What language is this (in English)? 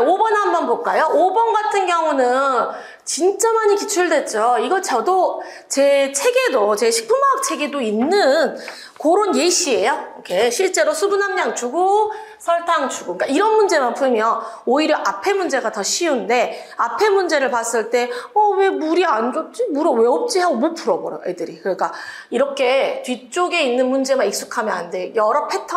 Korean